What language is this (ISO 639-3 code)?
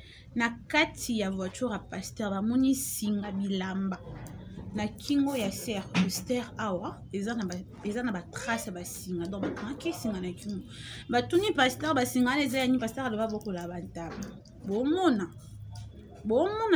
lin